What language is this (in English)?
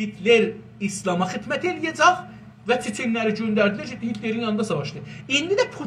South Azerbaijani